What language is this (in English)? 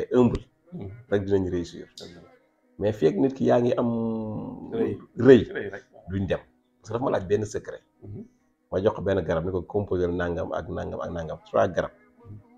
Wolof